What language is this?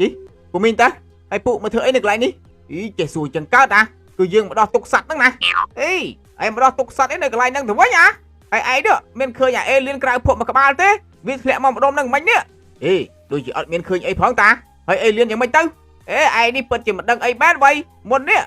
Khmer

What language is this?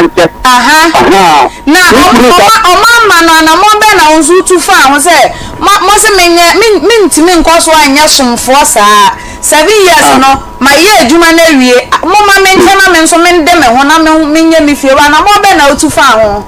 Akan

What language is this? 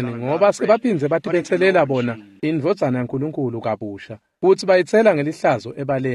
Swati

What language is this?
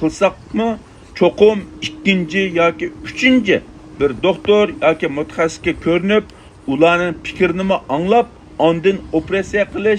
Uyghur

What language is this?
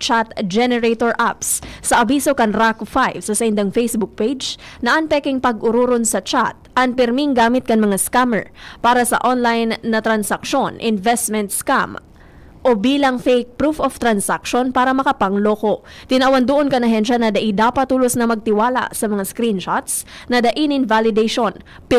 Bikol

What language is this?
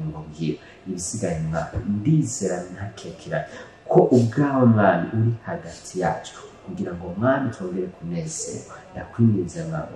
Rundi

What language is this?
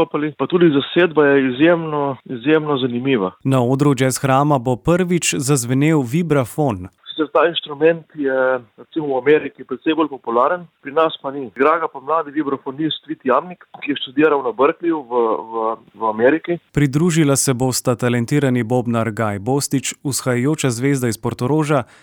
Slovenian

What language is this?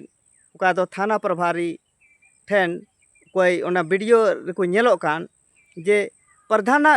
Santali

